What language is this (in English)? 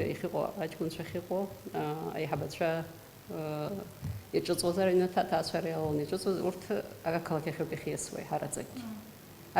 Abkhazian